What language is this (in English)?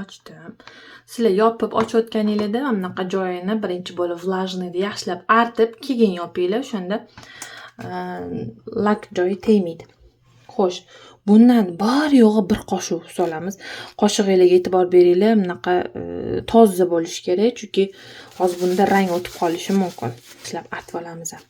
Uzbek